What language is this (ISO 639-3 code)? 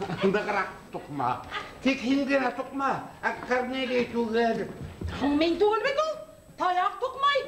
bak